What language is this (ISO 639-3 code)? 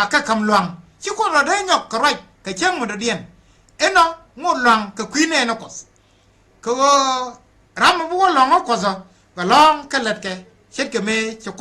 nus